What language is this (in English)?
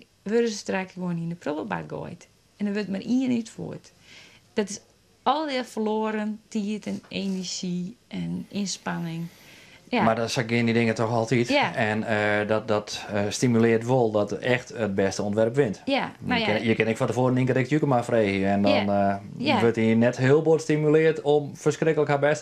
Western Frisian